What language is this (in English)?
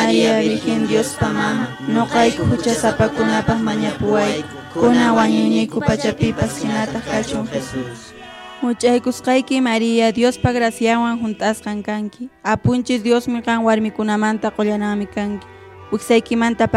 Quechua